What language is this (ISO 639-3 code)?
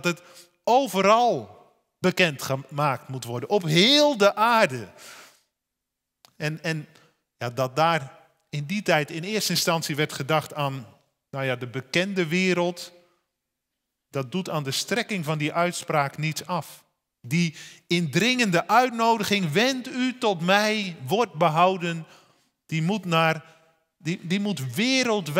nld